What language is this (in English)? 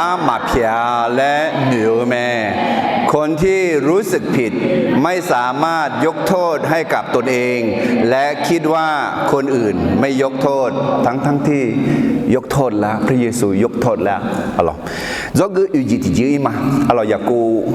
Akha